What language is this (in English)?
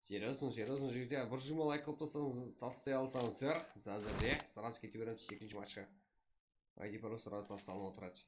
Kara-Kalpak